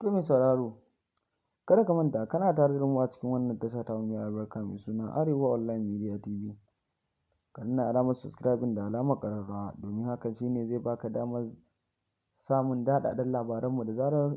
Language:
Hausa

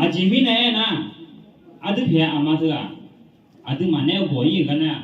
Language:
Akha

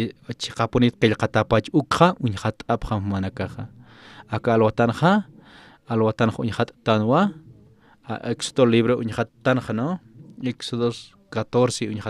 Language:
Aymara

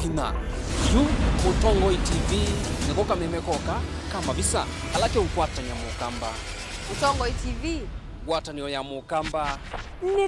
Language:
Kamba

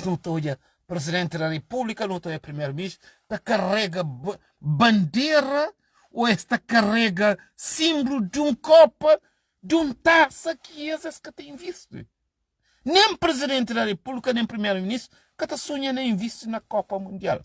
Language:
Kabuverdianu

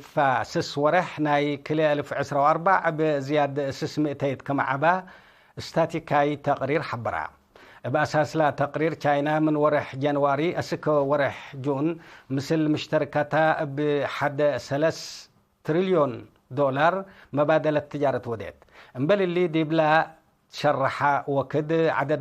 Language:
Tigre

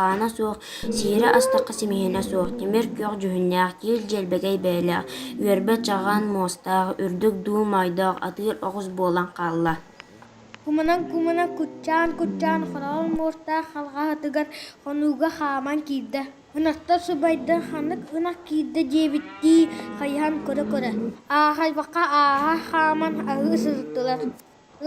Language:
Yakut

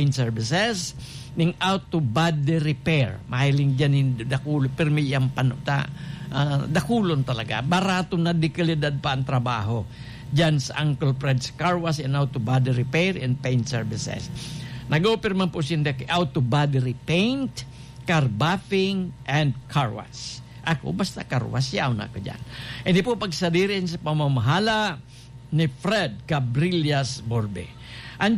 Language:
Bikol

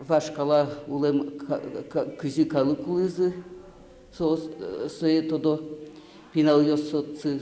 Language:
Udmurt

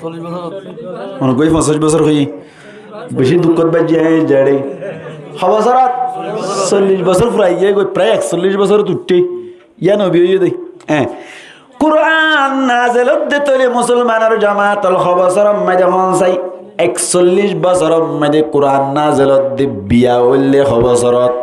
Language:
Rohingya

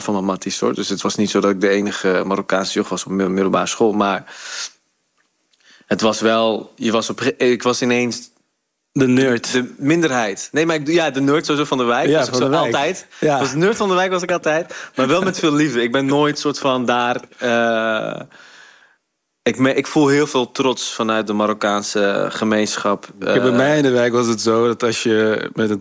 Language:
Dutch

